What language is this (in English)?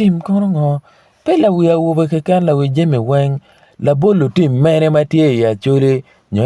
Acoli